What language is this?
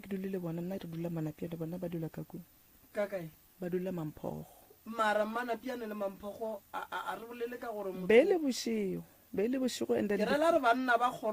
Northern Sotho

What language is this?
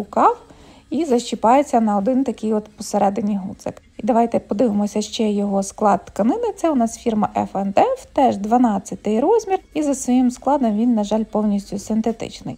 Ukrainian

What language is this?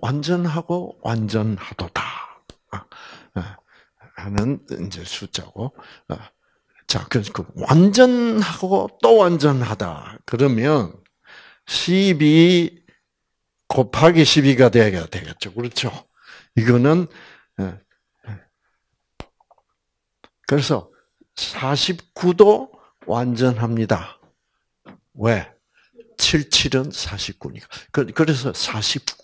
Korean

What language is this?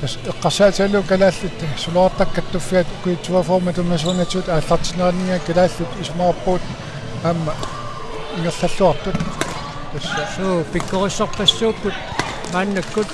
Kalaallisut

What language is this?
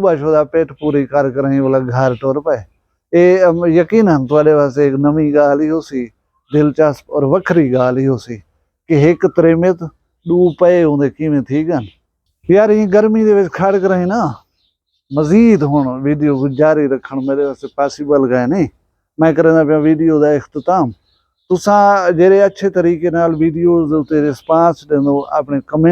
Saraiki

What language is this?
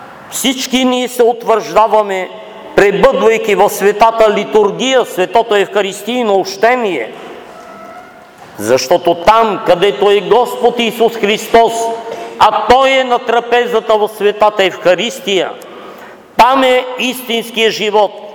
Bulgarian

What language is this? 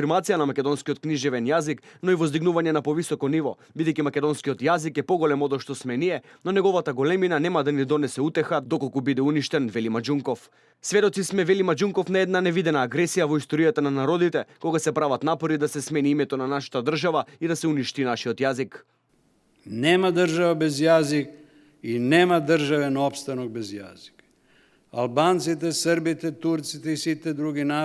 Macedonian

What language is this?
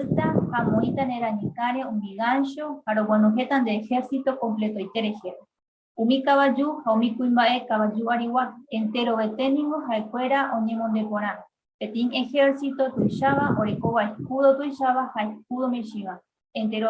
Guarani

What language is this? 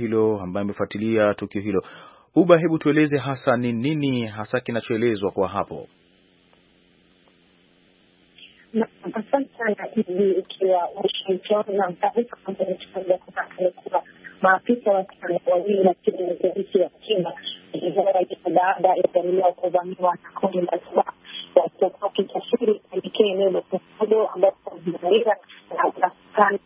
Swahili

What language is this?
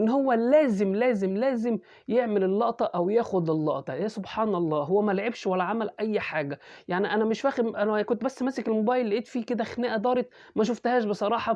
Egyptian Arabic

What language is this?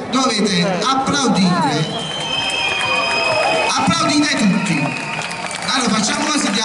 Italian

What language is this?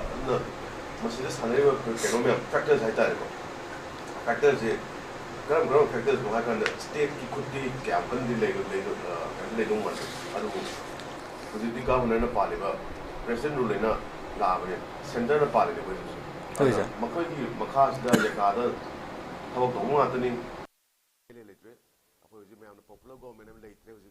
Manipuri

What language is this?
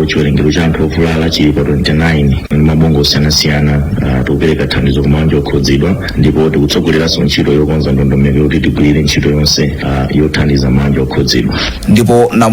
Nyanja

